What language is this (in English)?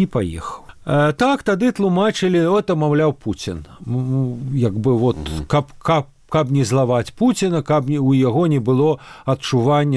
Belarusian